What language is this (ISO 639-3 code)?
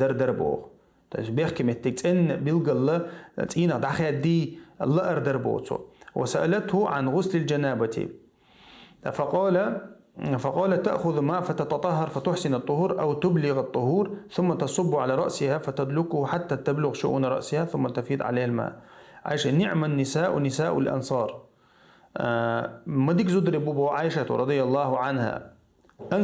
che